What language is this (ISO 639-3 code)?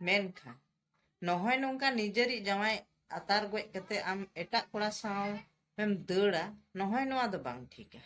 sat